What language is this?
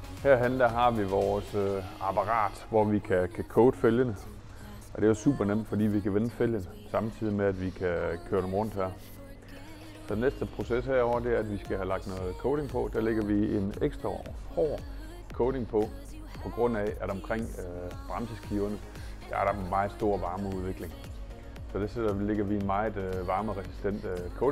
Danish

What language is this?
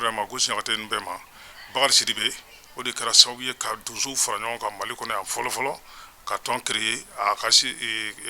Bambara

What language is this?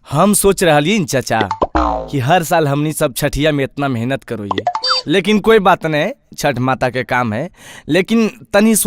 Magahi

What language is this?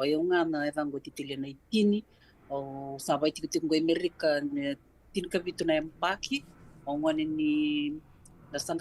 Fijian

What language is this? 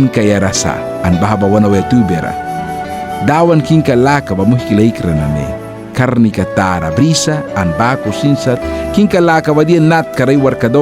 Mískito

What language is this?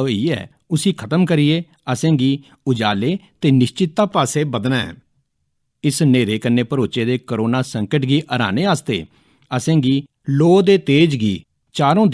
Dogri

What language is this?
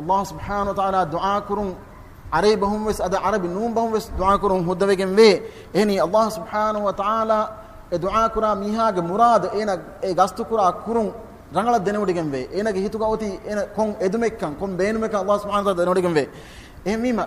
Divehi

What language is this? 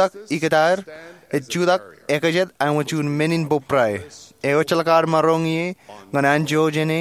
Marshallese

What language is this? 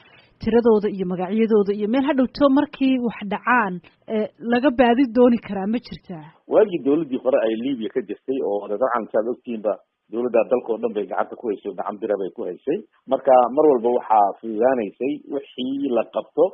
Somali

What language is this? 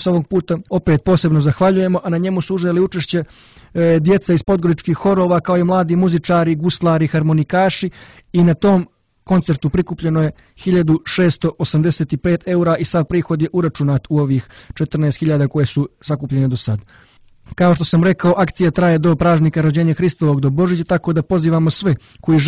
Serbian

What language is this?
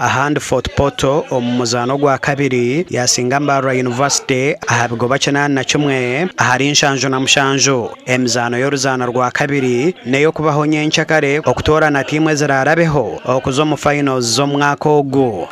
Nyankole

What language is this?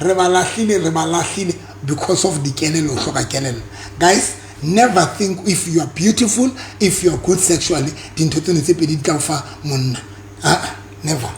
Southern Sotho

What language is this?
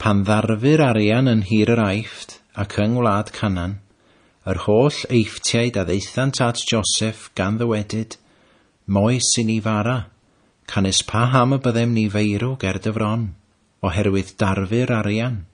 Welsh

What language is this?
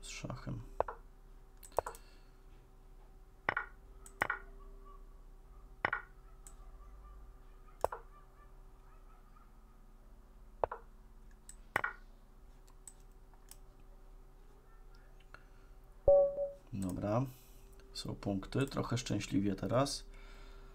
Polish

